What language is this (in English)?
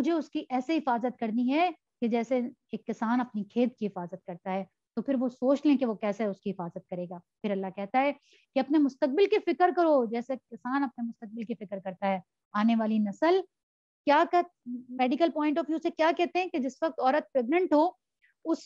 Urdu